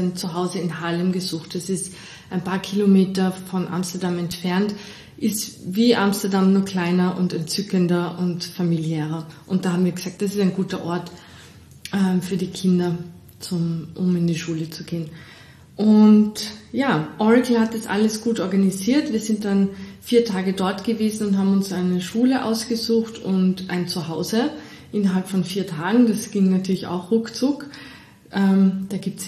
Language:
German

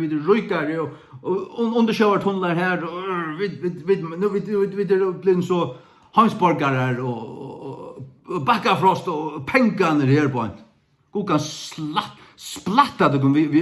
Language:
Faroese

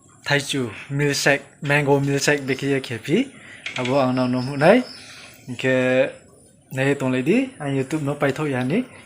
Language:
Riang (India)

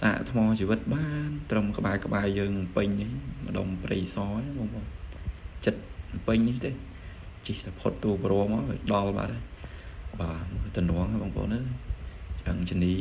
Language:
Khmer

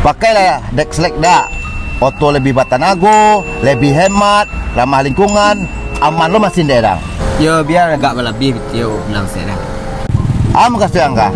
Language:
Minangkabau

